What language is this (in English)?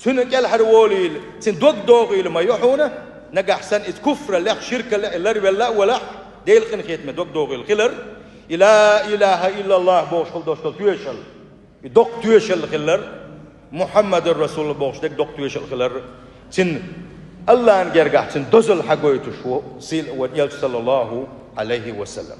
Chechen